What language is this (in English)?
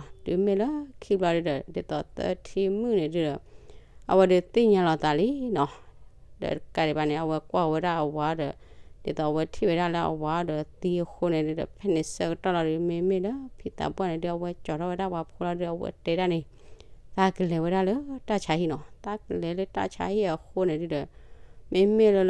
S'gaw Karen